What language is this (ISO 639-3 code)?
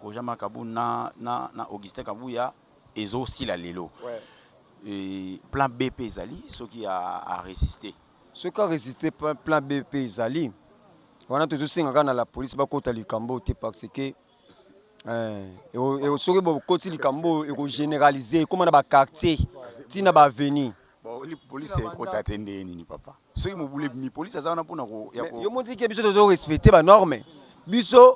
lin